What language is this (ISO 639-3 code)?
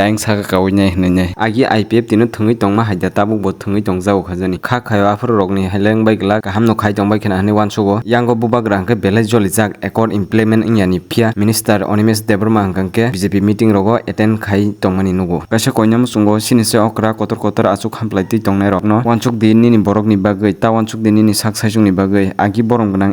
trp